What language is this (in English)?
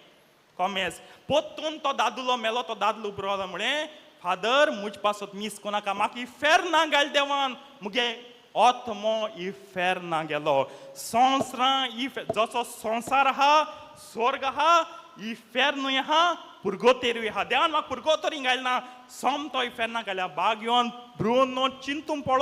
Konkani